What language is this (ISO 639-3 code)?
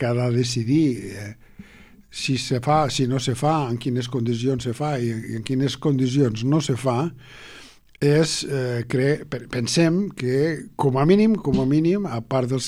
cat